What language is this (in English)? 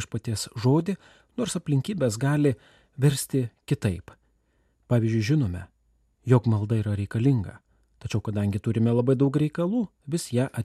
Lithuanian